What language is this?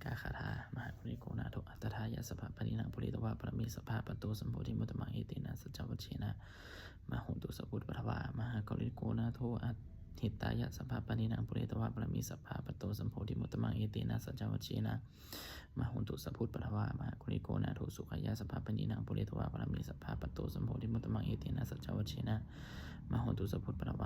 Pali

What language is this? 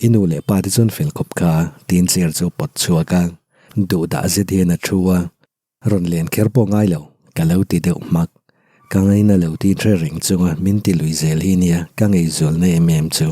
Mizo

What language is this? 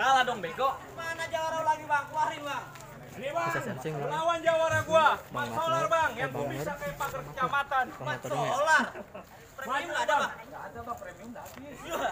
Betawi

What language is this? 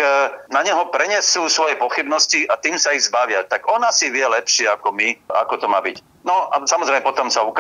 Slovak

